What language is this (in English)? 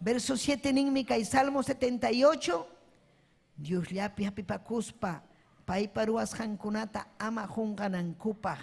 Ayacucho Quechua